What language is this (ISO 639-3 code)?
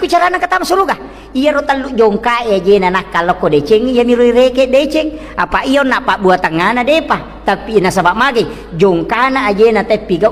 bug